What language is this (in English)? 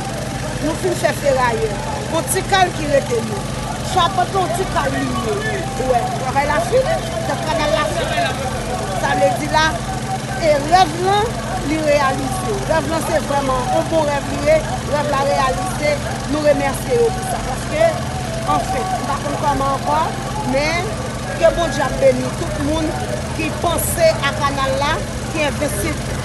Haitian Creole